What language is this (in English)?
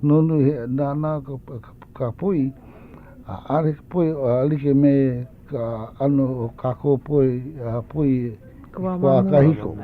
Hawaiian